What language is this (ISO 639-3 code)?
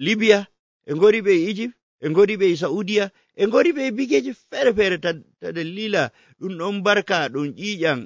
fuv